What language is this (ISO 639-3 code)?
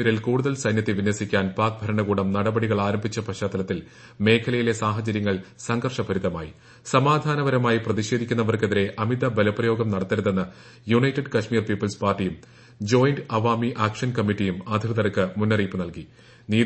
mal